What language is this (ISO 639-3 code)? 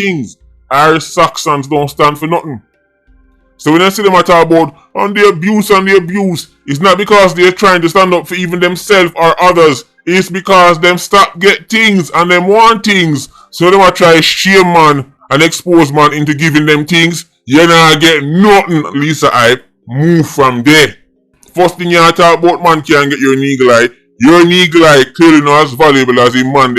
jam